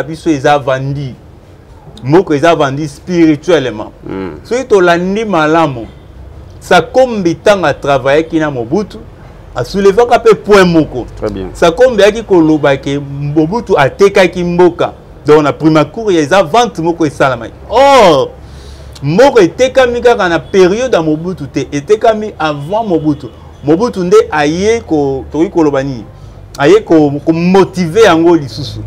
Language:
Lingala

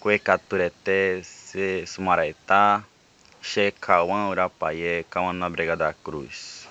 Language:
Nheengatu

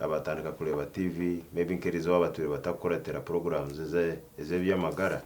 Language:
Nyankole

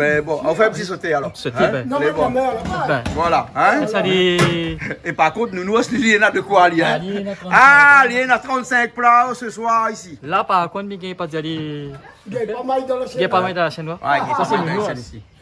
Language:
Réunion Creole French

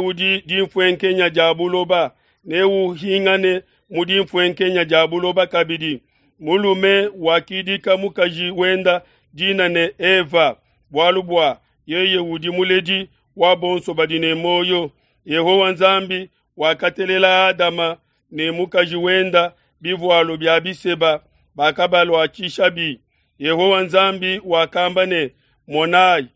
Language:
Luba-Lulua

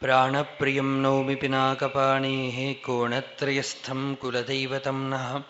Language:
Sanskrit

